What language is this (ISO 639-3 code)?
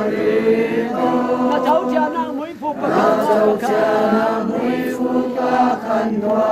cfm